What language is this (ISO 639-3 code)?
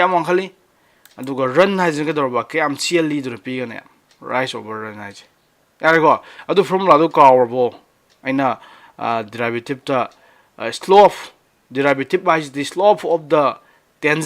mni